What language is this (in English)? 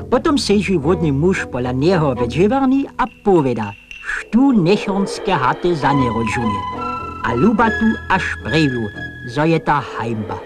Upper Sorbian